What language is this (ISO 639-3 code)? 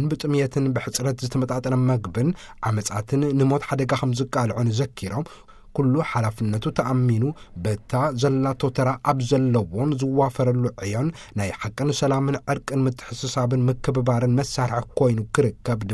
tir